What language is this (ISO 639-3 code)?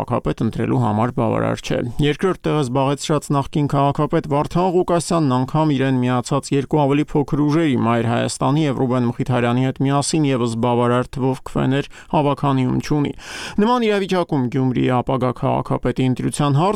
hye